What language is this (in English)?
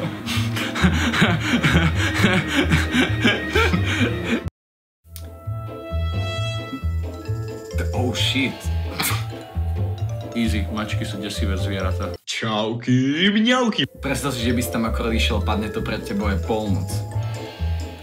Slovak